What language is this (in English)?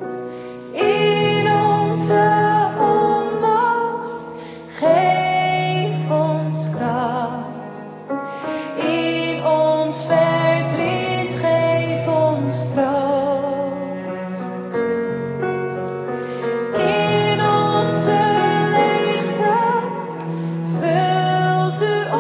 Dutch